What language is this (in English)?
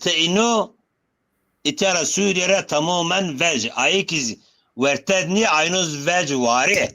Zaza